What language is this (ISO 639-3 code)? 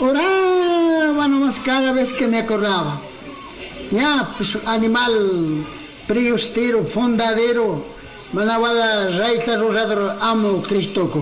qug